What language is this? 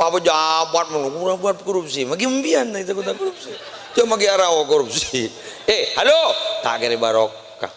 Madurese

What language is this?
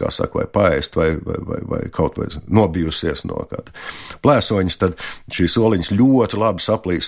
Latvian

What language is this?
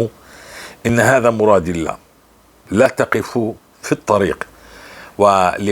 North Levantine Arabic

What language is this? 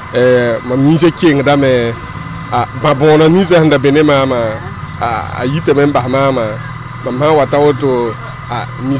Mossi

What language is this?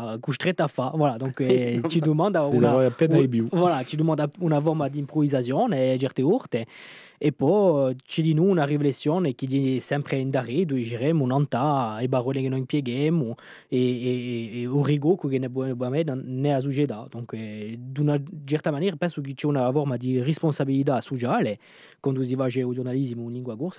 Corsican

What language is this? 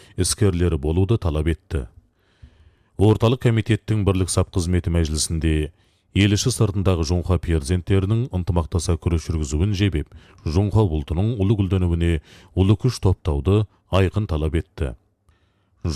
Kazakh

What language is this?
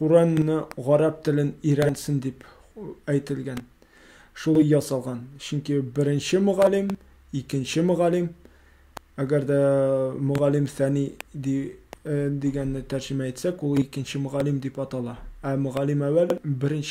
Tatar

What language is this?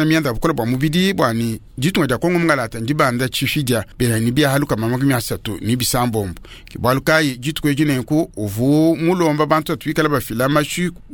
Luba-Lulua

